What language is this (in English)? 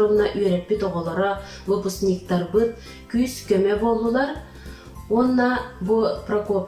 Yakut